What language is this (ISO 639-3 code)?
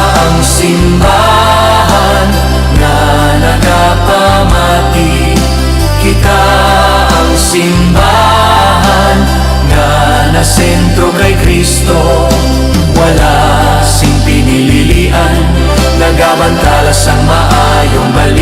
hil